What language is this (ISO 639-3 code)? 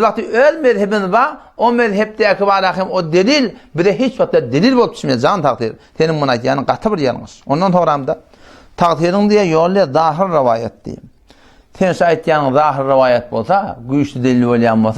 tuk